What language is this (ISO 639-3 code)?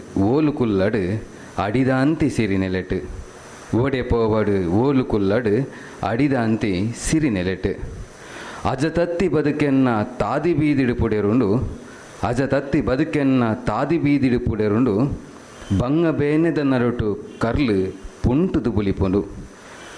tcy